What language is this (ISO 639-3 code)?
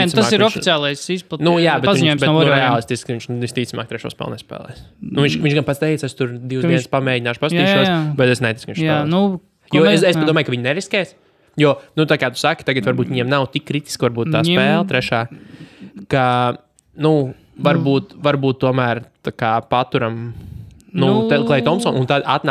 lav